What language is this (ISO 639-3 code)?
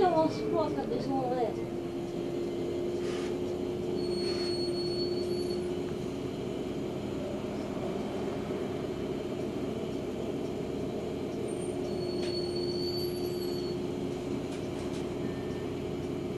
fra